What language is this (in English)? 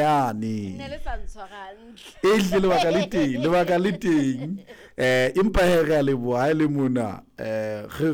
Southern Sotho